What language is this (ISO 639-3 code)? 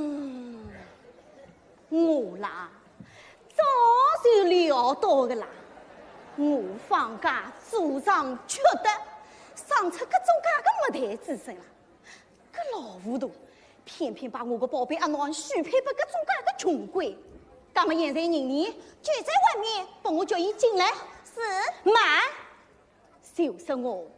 wuu